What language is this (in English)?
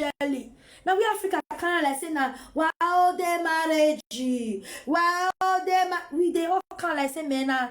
Nigerian Pidgin